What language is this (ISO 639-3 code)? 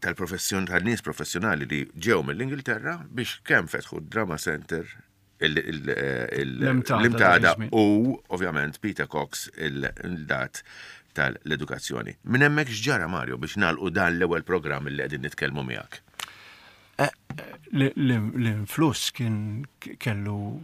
mlt